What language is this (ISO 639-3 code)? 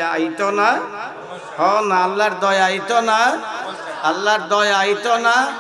syl